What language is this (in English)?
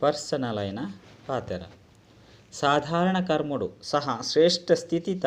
Tulu